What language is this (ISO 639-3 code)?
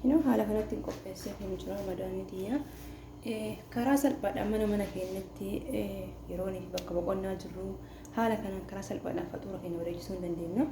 orm